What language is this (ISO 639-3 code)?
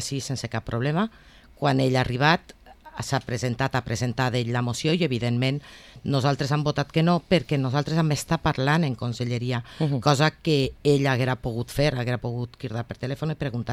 cat